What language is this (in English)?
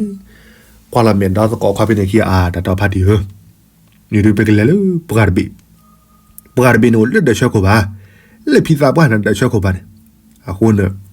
S'gaw Karen